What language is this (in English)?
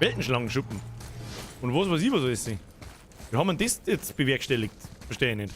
Bavarian